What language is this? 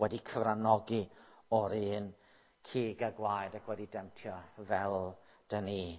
Welsh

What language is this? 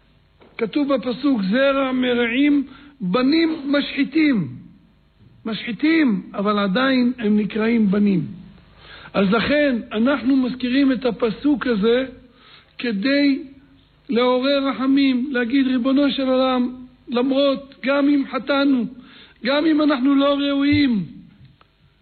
Hebrew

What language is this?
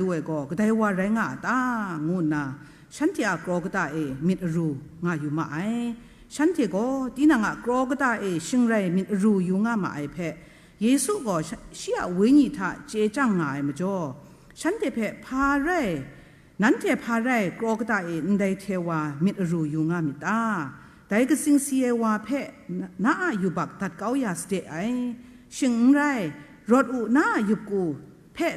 Kachin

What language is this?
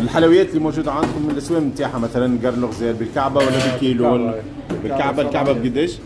Tunisian Arabic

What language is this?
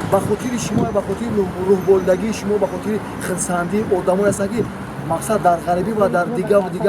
Tajik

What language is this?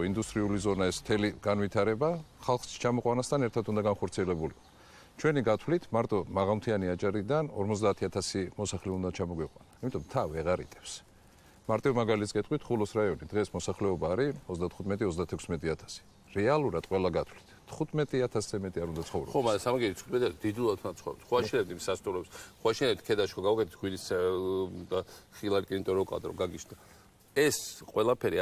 Georgian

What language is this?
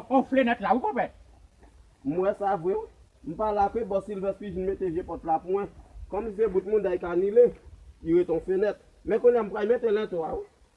Haitian Creole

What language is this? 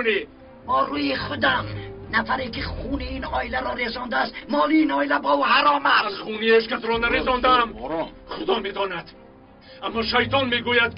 Tajik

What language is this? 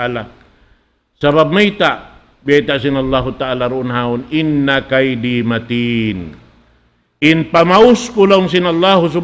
Tausug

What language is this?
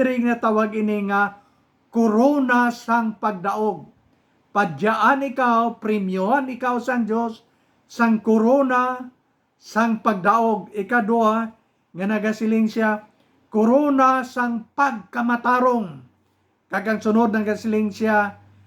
Hiligaynon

